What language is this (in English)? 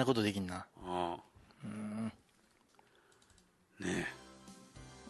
Japanese